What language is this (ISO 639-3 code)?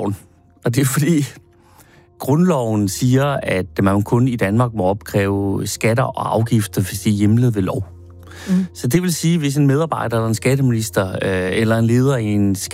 dan